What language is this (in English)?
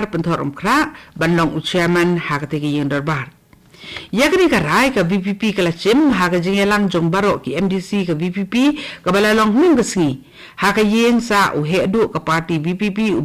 Khasi